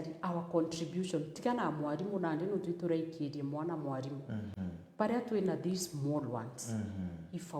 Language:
Meru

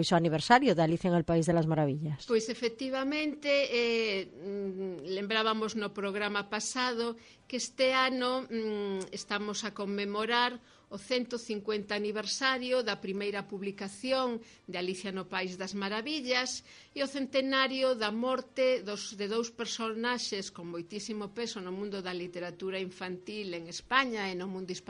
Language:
Galician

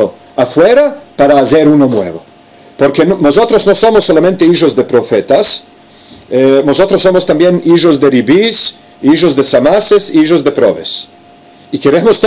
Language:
Ladino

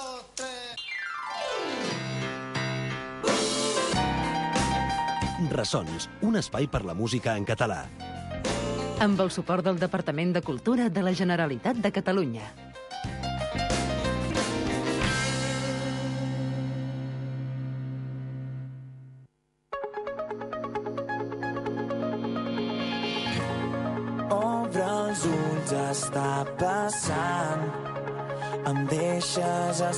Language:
Catalan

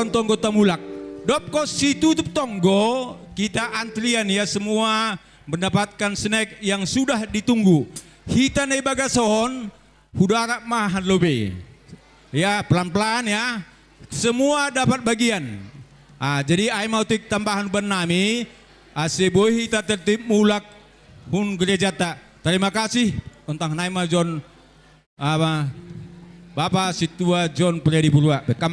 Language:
Batak Simalungun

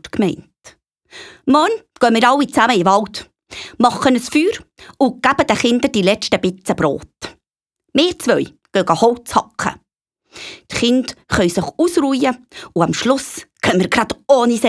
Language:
Swiss German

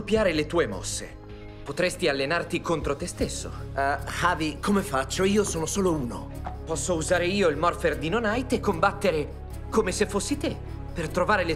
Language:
Italian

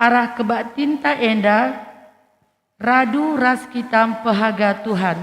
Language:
Batak Karo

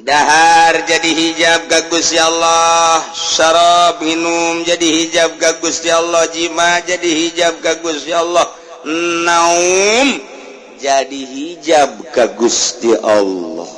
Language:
Sundanese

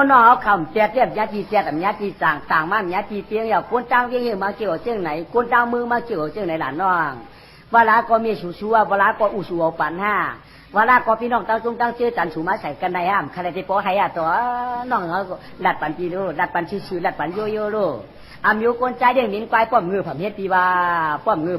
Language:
Shan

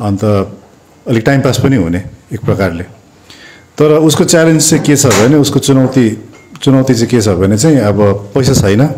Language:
Nepali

